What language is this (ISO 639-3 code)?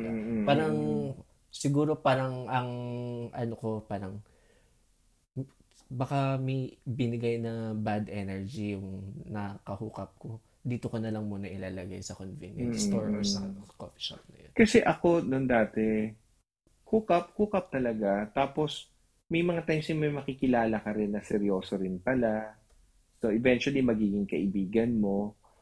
fil